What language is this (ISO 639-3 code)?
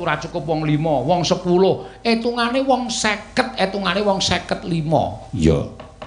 jav